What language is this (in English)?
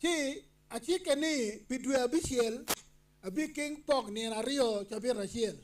Acoli